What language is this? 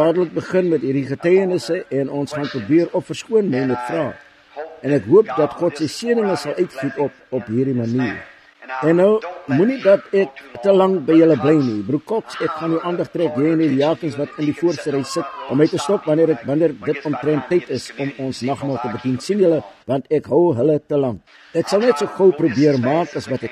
Afrikaans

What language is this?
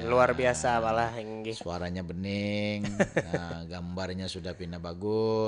Banjar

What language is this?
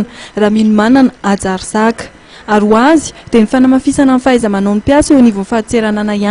Malagasy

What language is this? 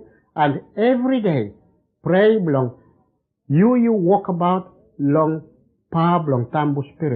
Bislama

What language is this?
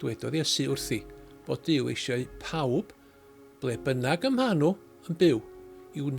Welsh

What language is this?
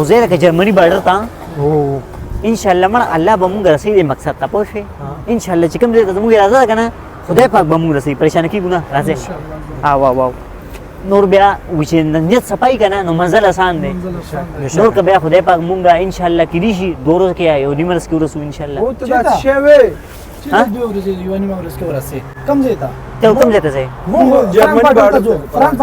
Pashto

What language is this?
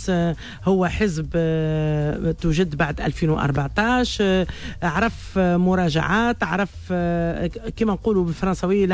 Tunisian Arabic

